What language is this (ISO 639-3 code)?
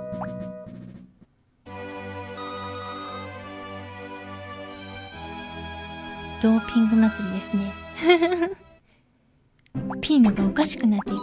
jpn